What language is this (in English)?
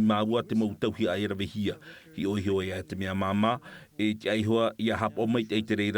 Tahitian